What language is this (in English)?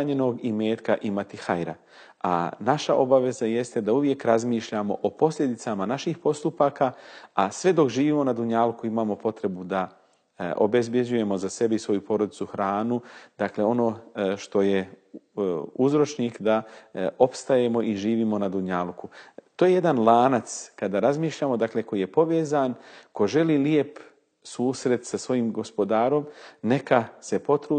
Bosnian